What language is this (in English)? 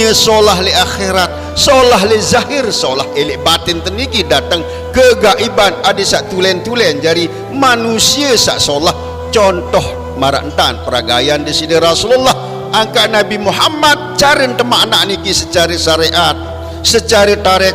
Sasak